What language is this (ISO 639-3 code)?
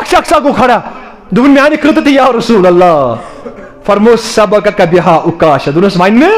kas